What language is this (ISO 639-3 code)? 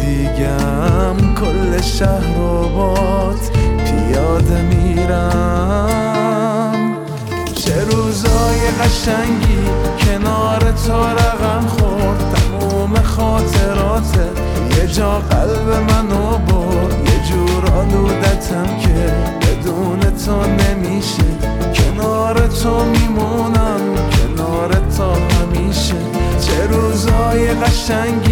fas